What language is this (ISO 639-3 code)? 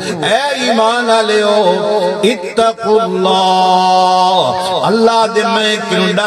skr